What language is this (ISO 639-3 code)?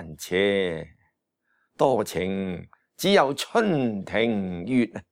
yue